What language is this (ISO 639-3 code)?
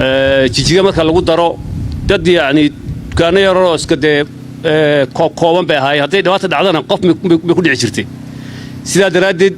som